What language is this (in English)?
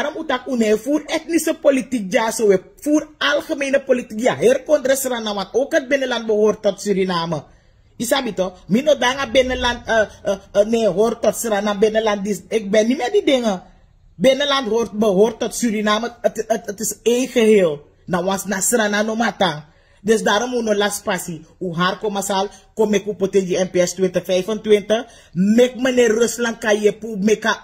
Sranan Tongo